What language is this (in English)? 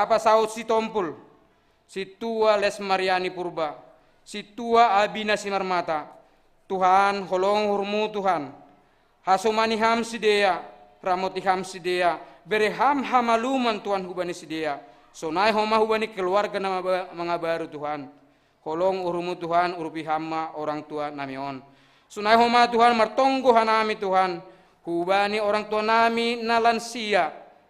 Batak Simalungun